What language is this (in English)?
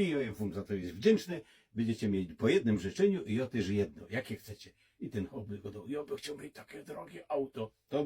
Silesian